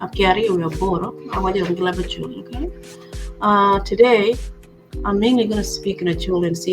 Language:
Acoli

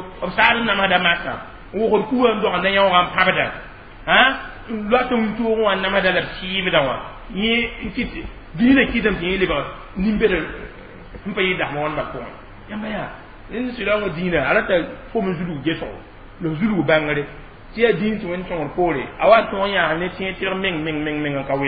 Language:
Mossi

